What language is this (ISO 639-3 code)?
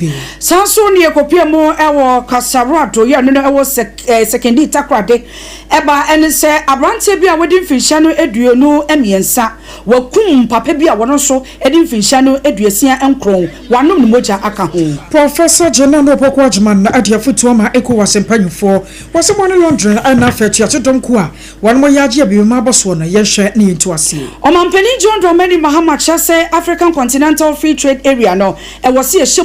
aka